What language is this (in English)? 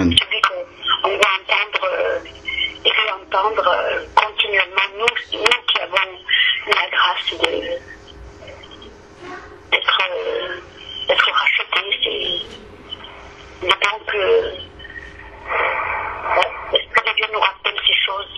French